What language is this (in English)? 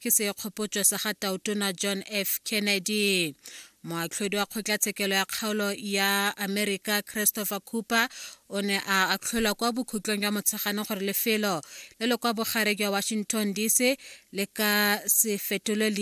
Tswana